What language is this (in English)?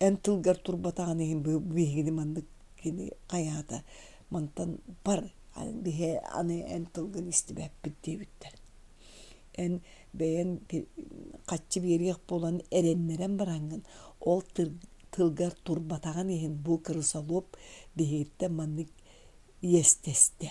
Yakut